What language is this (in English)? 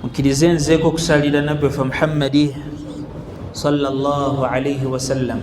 Ganda